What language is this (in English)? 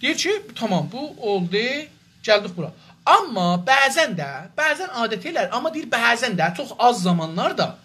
South Azerbaijani